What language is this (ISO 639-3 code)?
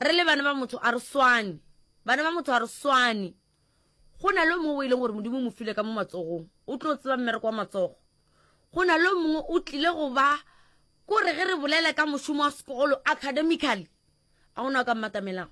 nso